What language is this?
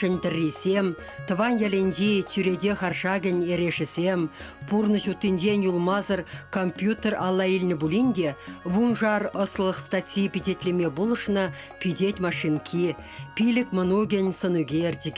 Chuvash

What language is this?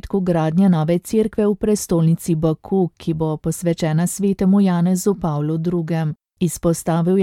Slovenian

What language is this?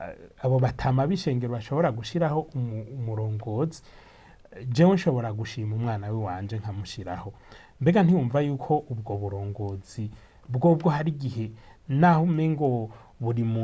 Rundi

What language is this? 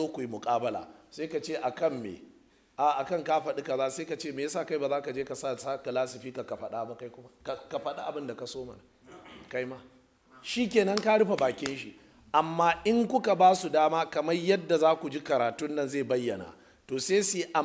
Hausa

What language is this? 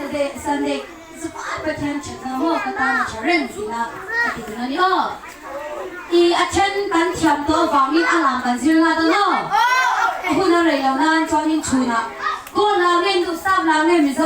Mizo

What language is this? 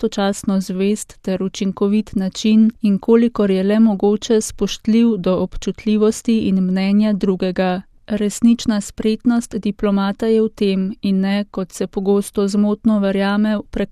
Slovenian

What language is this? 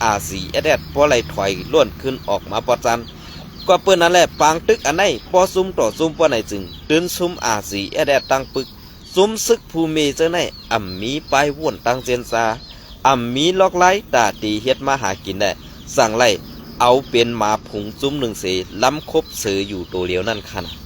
Shan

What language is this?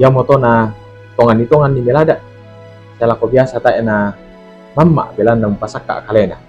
Toraja-Sa'dan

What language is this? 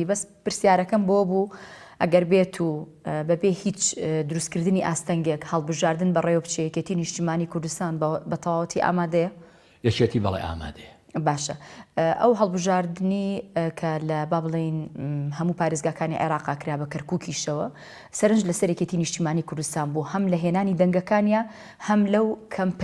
Central Kurdish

